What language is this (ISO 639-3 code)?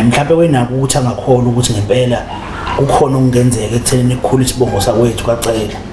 zul